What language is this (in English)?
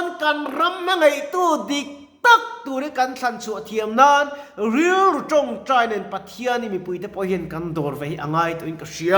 Mizo